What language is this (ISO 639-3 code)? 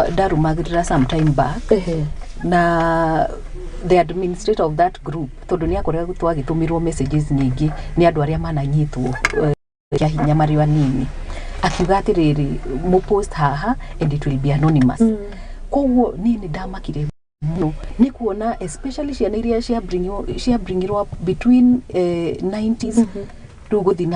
kik